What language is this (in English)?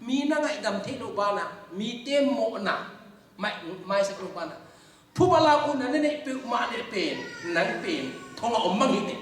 Tedim Chin